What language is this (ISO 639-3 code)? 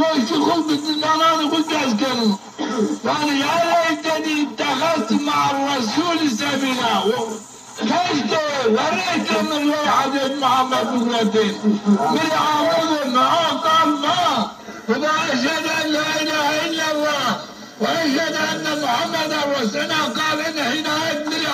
zza